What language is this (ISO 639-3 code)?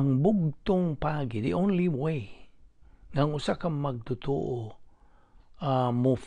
ceb